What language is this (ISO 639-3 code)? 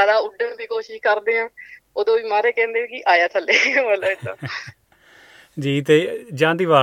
pan